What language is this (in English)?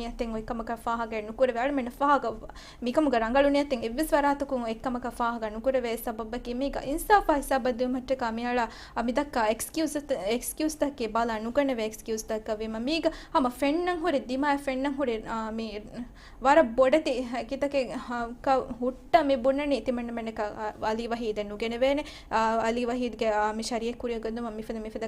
Divehi